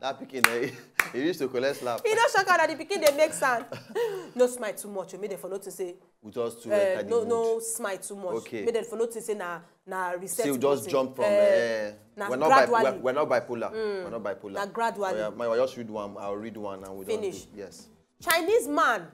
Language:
Nigerian Pidgin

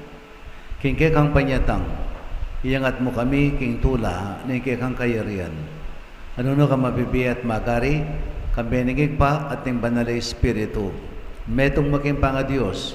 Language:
Pampanga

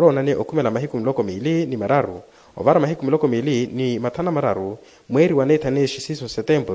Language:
Makhuwa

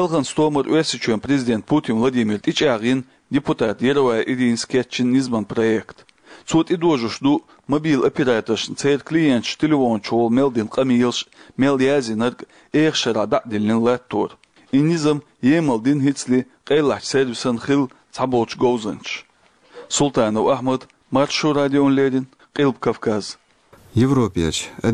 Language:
Chechen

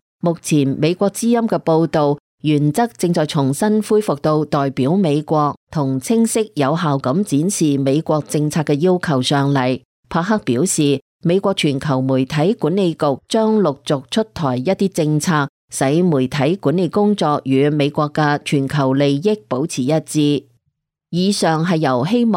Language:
Cantonese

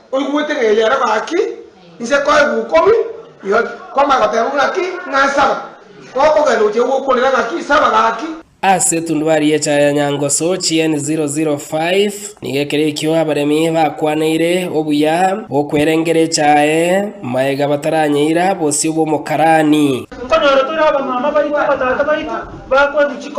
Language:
Gusii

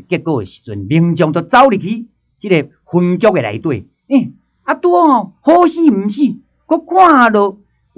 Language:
Min Nan Chinese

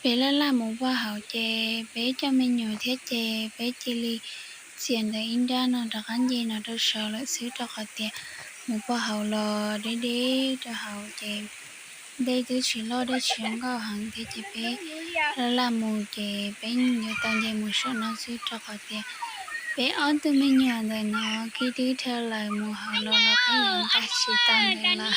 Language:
Hmong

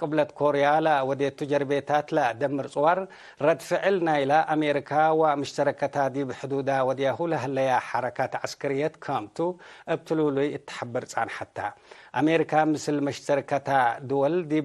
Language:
Tigre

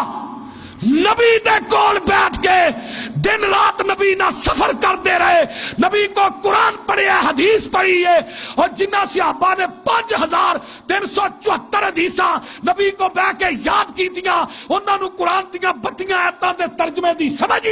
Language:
Western Panjabi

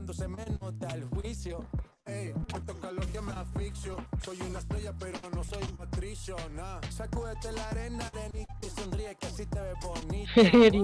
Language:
Spanish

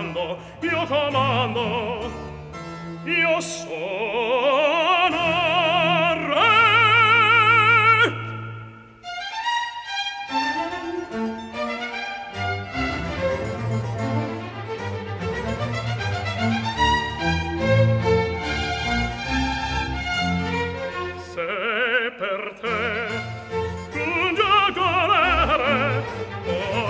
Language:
Italian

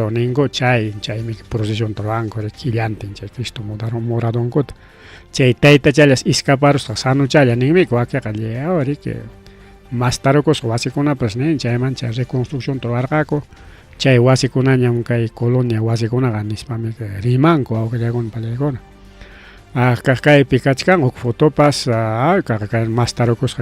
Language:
Ayacucho Quechua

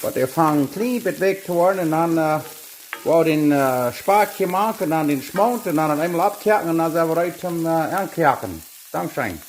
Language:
Plautdietsch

